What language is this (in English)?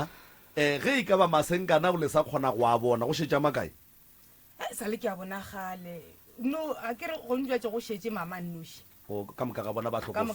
Northern Sotho